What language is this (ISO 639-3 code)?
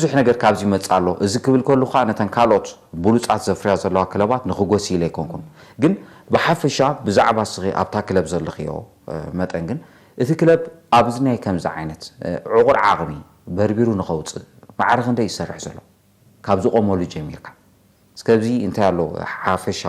tir